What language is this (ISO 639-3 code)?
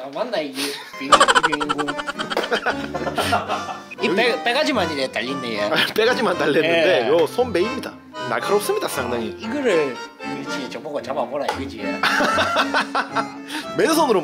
kor